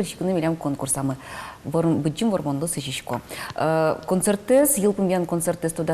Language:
Udmurt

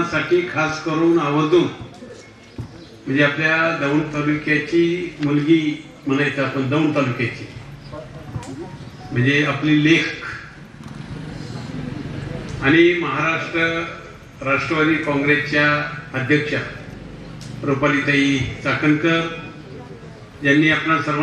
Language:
Marathi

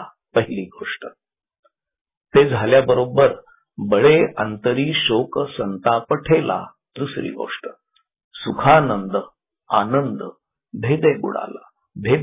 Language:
Marathi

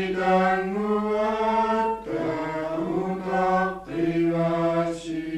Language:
Kalaallisut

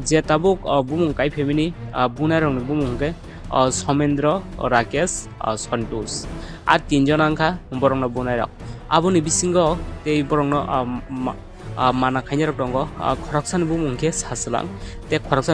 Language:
Kok Borok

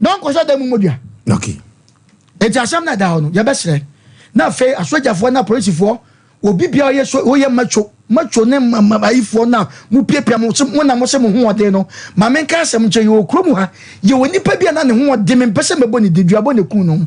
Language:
Akan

